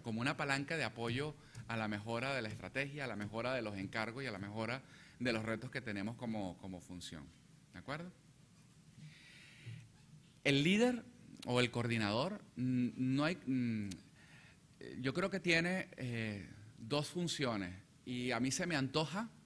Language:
Spanish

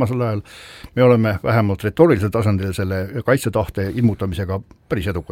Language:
Estonian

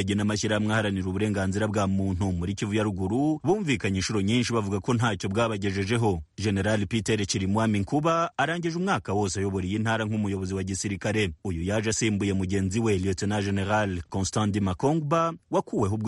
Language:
Kinyarwanda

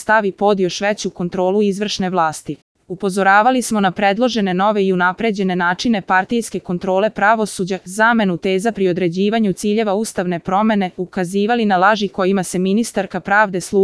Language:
Serbian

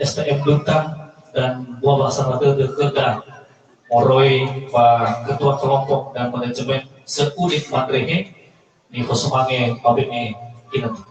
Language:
Nias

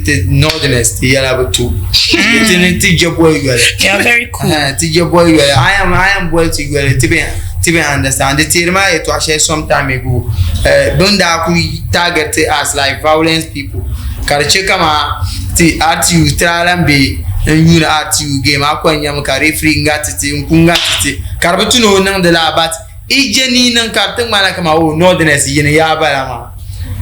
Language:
Dagbani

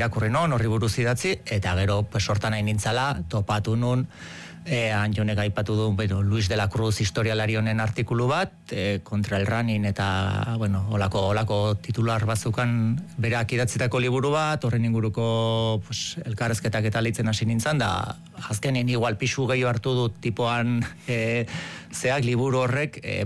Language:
Basque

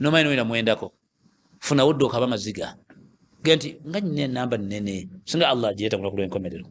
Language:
Ganda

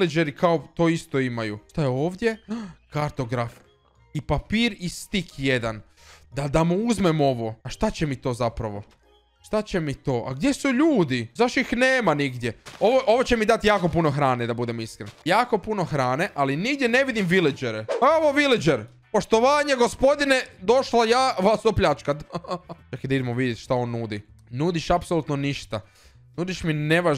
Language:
Croatian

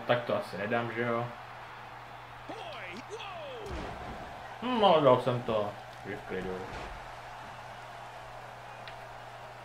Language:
Czech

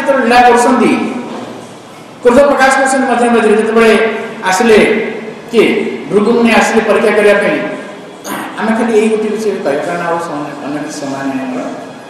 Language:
Odia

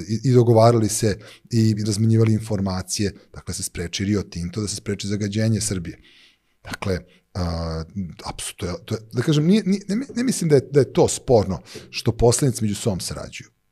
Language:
Serbian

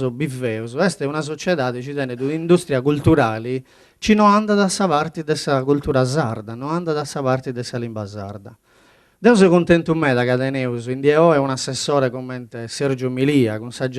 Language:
Sardinian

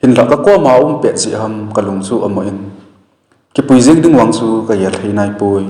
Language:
Thado Chin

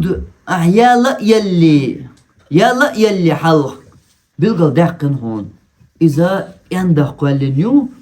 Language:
Chechen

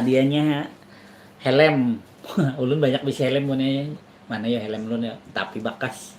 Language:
Banjar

